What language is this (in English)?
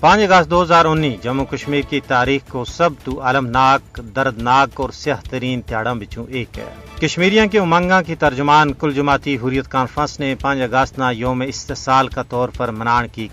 Gujari